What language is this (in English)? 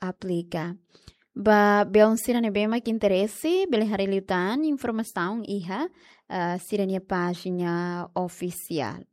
Tetum